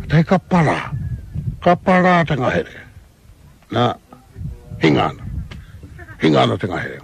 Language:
Māori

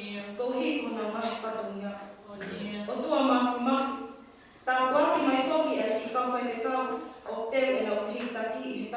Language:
Tongan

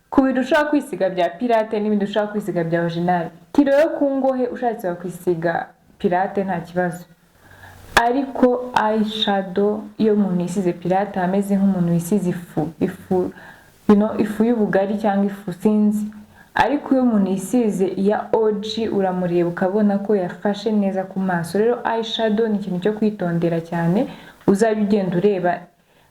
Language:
Kinyarwanda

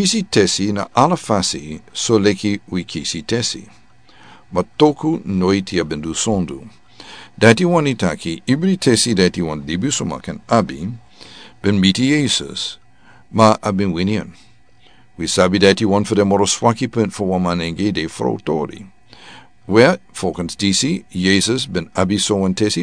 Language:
Sranan Tongo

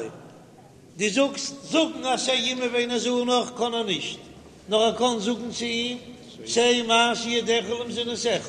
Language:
Yiddish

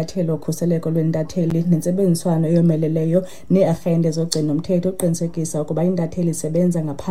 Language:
Xhosa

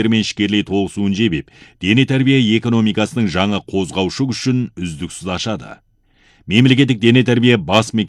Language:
Kazakh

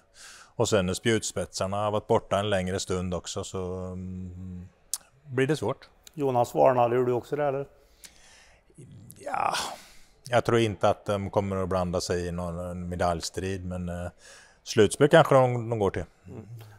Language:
Swedish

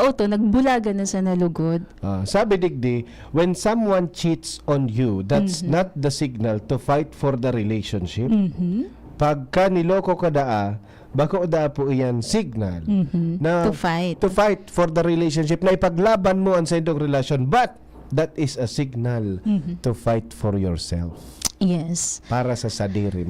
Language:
Bikol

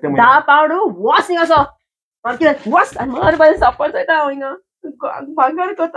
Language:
Konkani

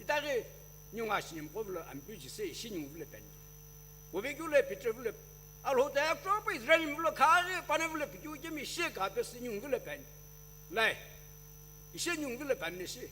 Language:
Sumi Naga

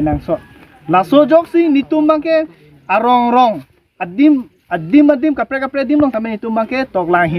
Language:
Karbi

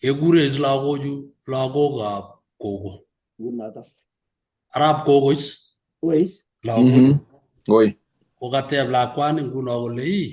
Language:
Kalenjin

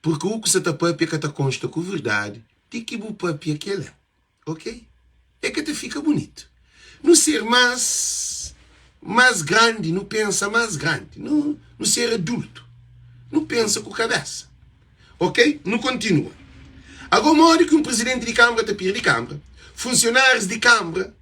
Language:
Kabuverdianu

